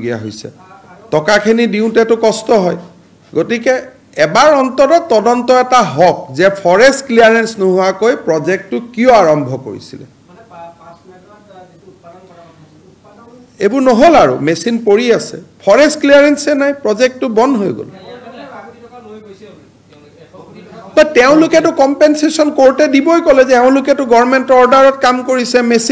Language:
Assamese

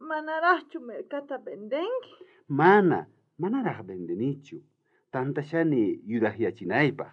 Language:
South Bolivian Quechua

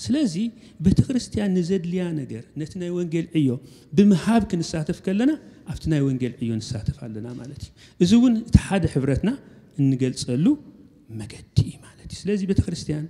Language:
Tigrinya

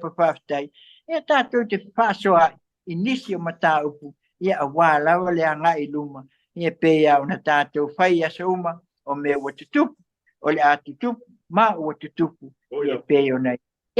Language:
Samoan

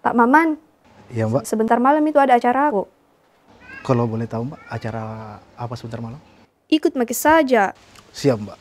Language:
Makassar Malay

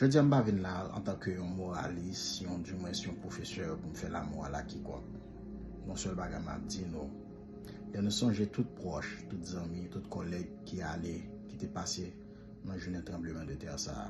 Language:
Haitian Creole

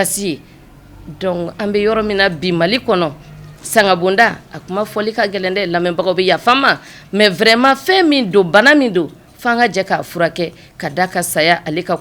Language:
Bambara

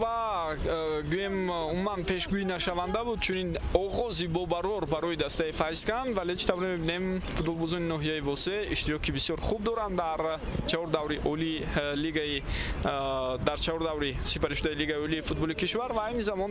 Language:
Tajik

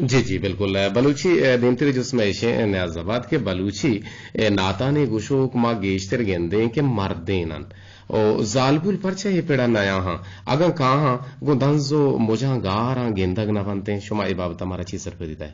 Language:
Eastern Balochi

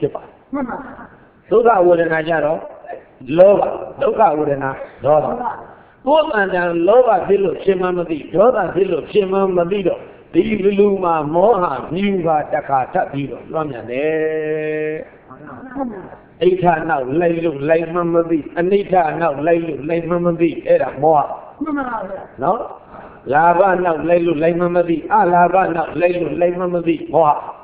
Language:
Burmese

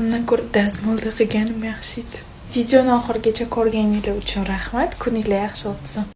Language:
Uzbek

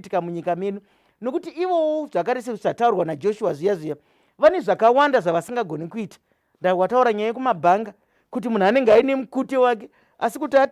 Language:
Shona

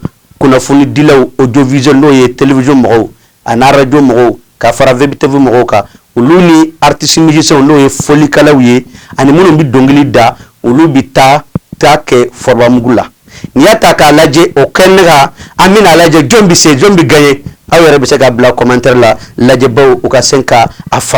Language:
Bambara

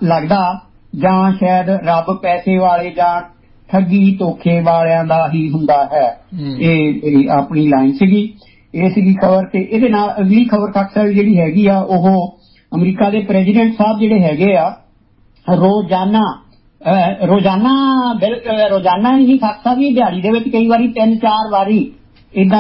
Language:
Punjabi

